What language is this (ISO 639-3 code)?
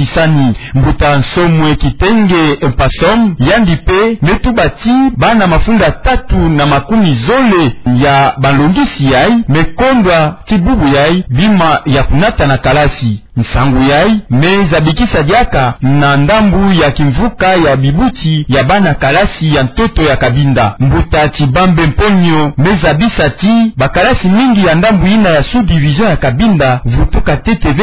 ktu